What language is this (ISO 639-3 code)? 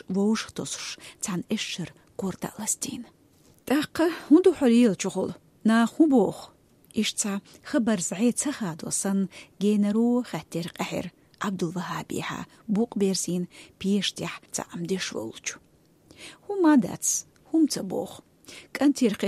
che